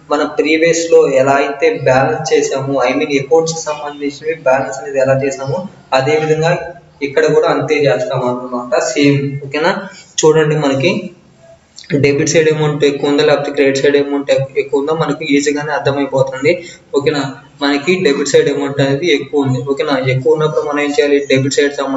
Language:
Telugu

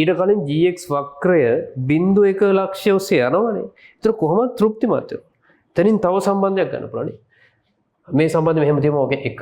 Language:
Sinhala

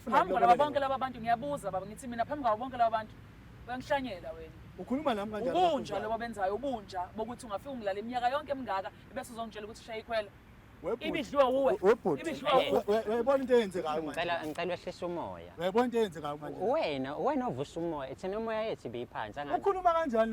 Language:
Zulu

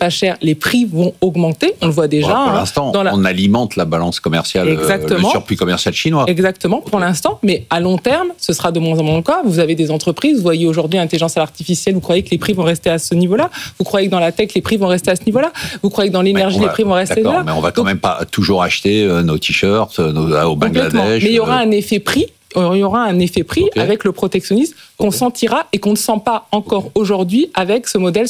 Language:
French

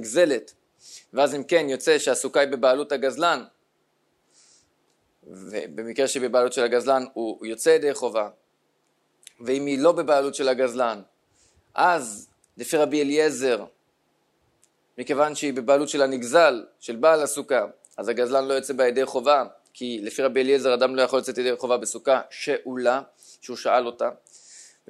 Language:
Hebrew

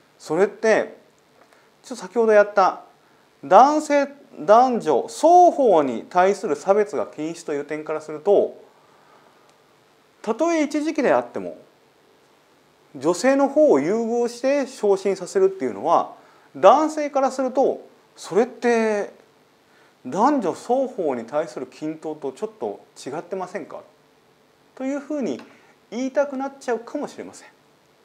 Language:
Japanese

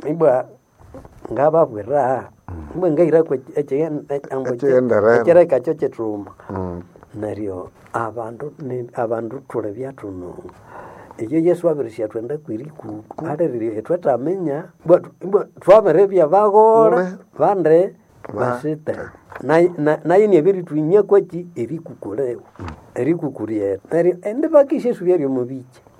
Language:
Nande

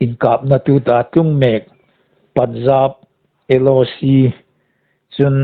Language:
Hmar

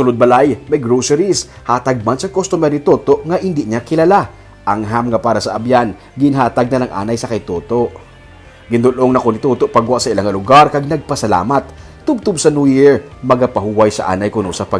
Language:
Hiligaynon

